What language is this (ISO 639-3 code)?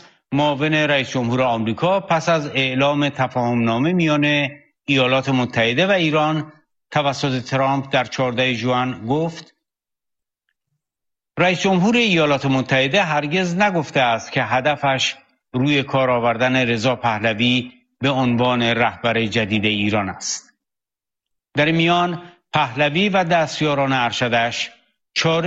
fas